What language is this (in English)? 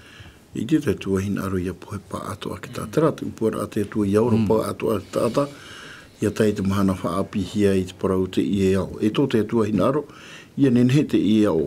Tahitian